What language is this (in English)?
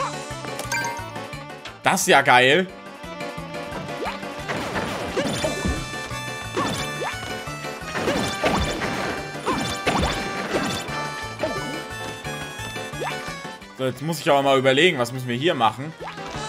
German